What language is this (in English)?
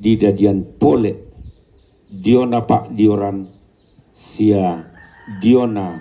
Toraja-Sa'dan